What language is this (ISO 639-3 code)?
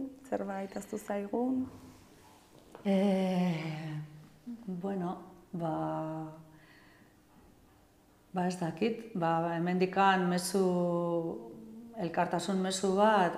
eus